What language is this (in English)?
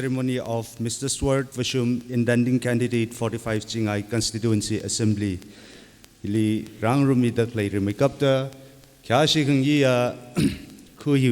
Tangkhul Naga (India)